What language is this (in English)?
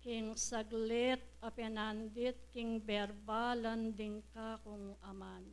Pampanga